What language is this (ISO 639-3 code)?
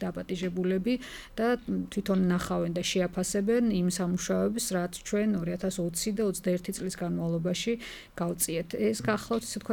kat